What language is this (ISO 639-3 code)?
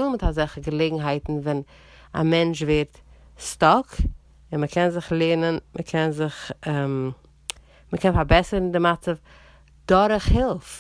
yid